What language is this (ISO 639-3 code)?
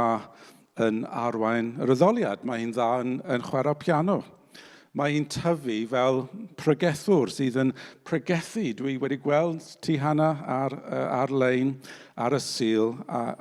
cym